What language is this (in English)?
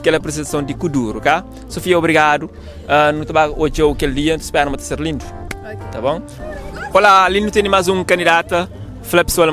Kabuverdianu